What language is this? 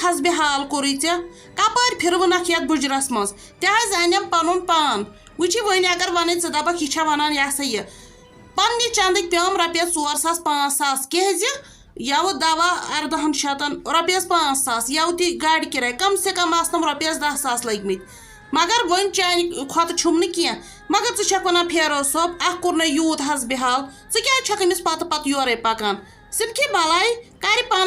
Kashmiri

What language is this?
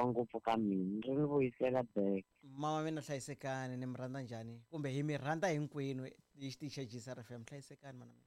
Tsonga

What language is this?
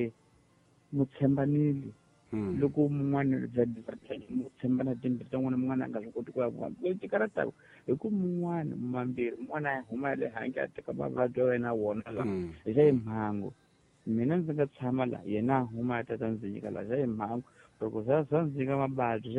Tsonga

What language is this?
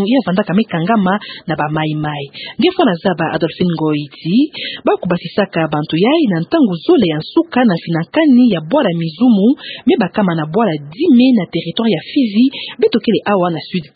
Kituba (Democratic Republic of Congo)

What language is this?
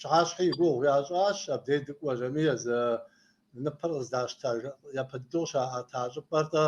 Kabardian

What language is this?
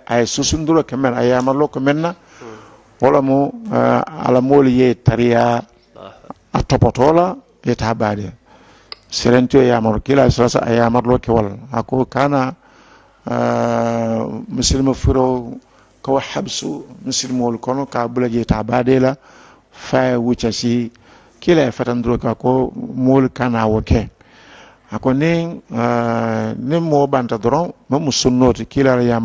Mandingo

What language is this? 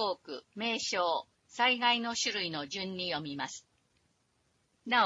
Japanese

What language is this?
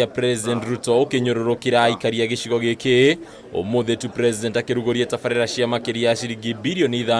Kikuyu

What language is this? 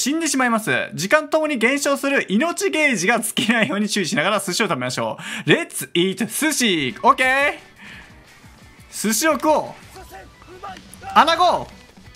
Japanese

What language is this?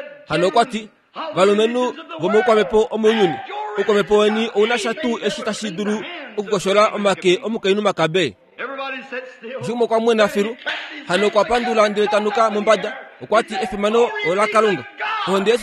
Kuanyama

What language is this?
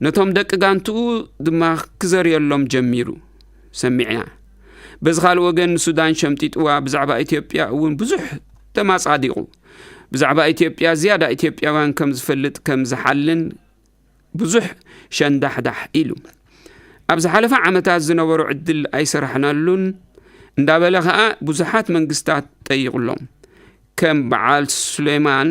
Tigrinya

